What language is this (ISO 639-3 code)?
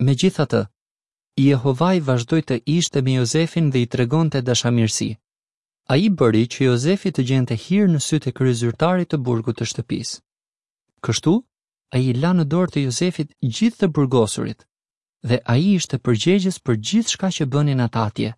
sqi